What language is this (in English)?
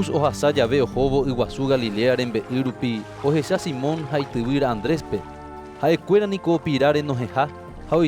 Guarani